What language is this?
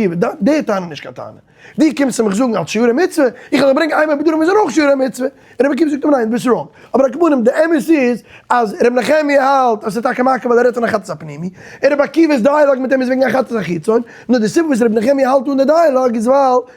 Yiddish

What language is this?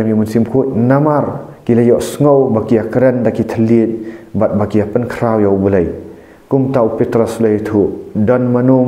Khasi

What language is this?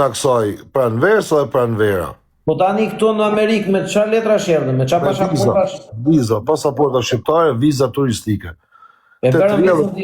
Albanian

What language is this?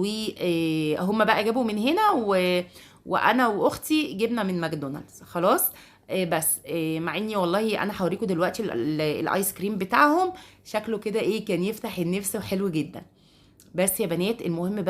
Egyptian Arabic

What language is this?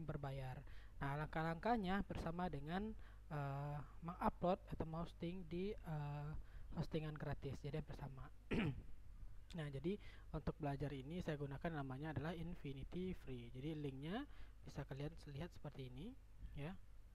Indonesian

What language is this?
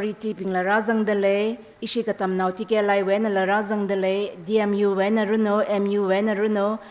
Tangkhul Naga (India)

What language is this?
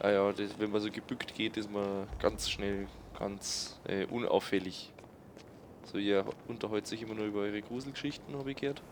Bavarian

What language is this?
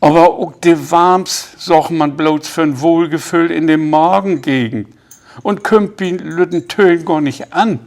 Low German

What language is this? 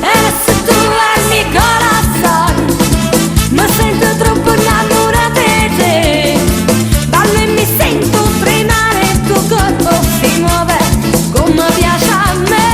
Neapolitan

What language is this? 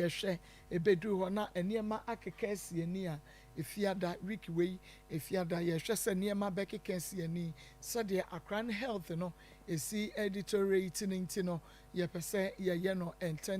Akan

